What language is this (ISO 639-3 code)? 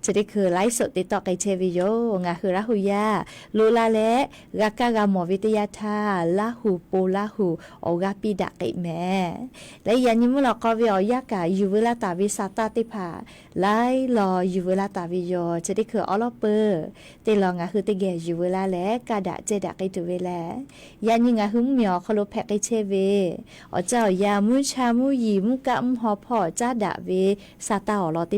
lhu